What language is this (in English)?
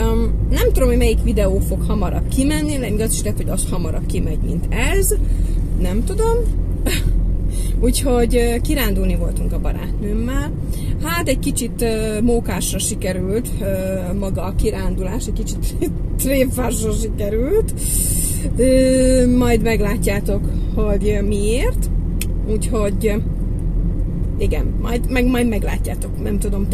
Hungarian